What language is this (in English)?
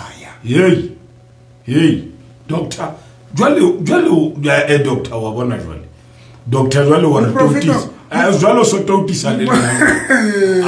Southern Sotho